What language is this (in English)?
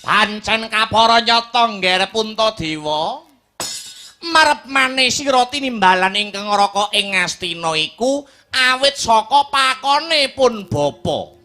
Javanese